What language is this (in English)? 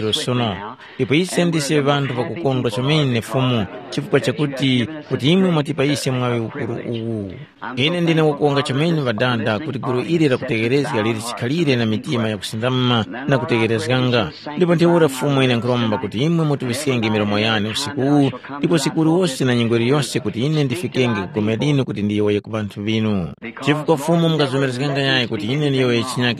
Tumbuka